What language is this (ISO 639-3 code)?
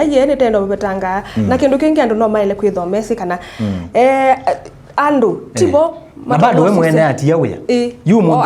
kam